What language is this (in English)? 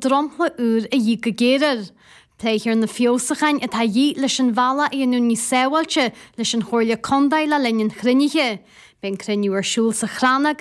Irish